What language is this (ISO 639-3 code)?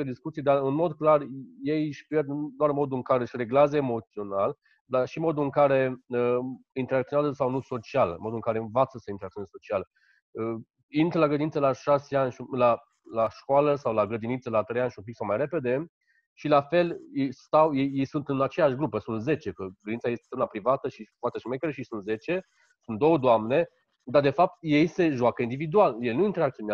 ron